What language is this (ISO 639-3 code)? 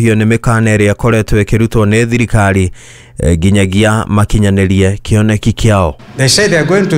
kik